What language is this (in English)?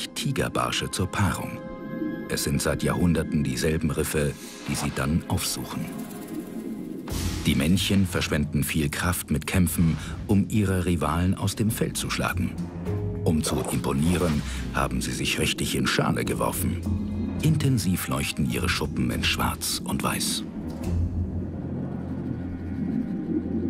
German